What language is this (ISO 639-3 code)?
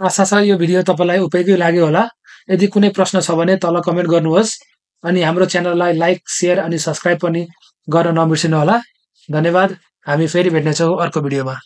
nep